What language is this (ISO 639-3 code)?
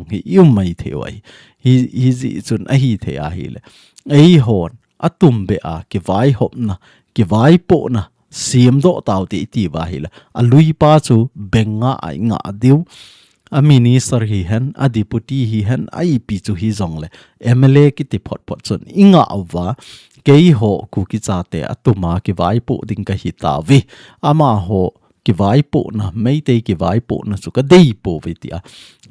tcz